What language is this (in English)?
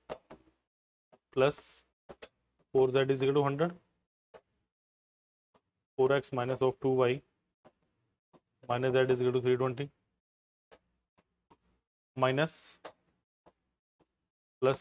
Hindi